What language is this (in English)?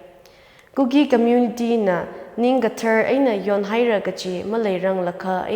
Tangkhul Naga (India)